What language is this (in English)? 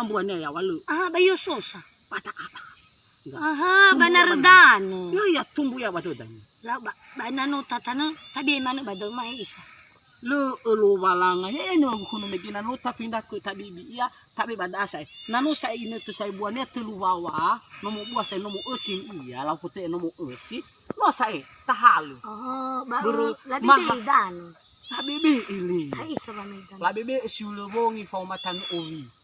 Nias